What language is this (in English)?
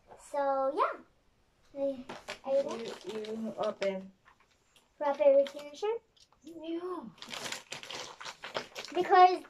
Filipino